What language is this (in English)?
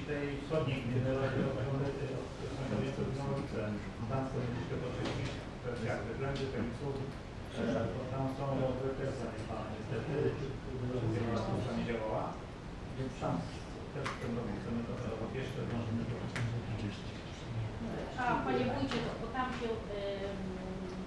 Polish